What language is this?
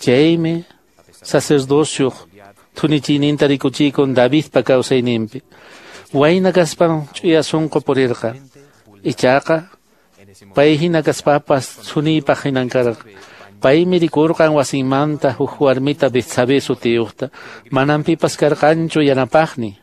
Quechua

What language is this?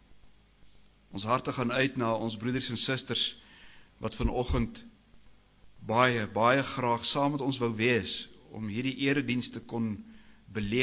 Afrikaans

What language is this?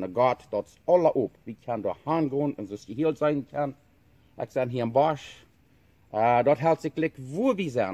Plautdietsch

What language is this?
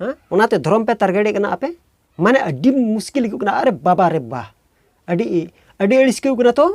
Santali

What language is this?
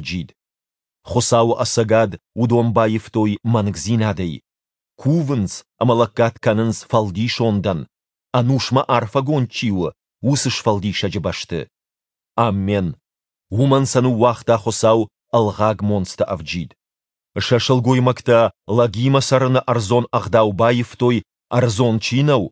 Ossetic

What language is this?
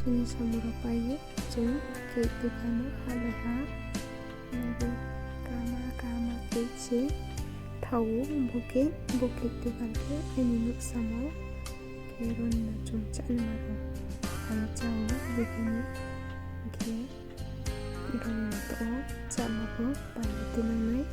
Riang (India)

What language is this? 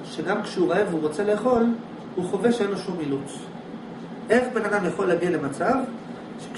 Hebrew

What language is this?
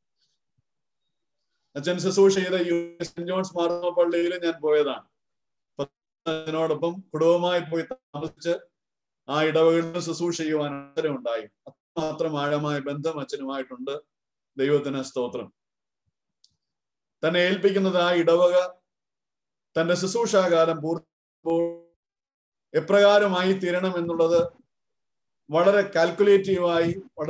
Malayalam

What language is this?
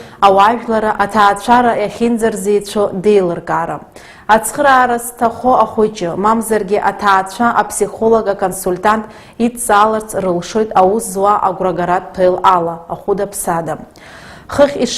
Abkhazian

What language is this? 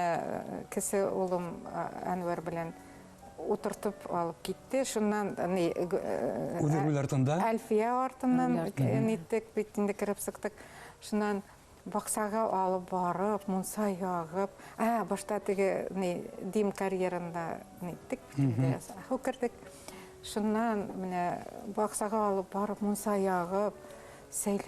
Bashkir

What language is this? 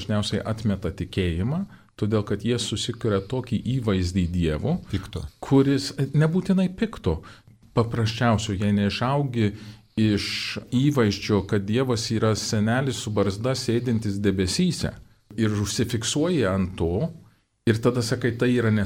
Lithuanian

